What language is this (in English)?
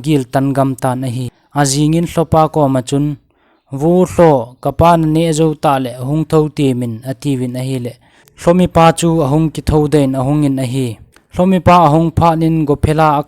Thado Chin